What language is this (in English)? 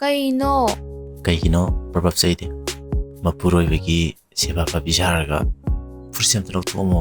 Manipuri